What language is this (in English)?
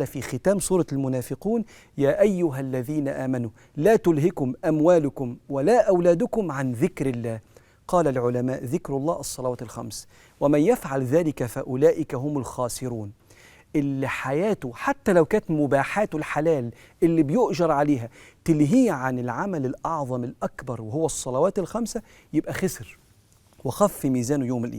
Egyptian Arabic